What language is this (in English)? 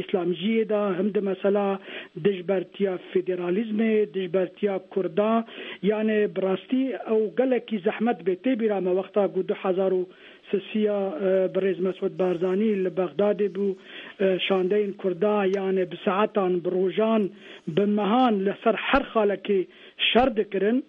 Kurdish